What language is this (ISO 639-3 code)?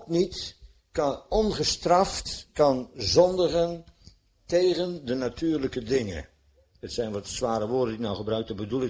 nld